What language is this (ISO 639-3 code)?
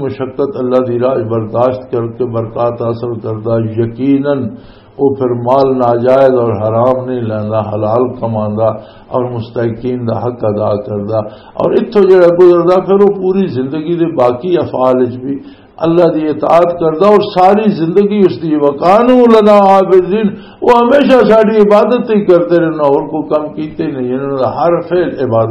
lah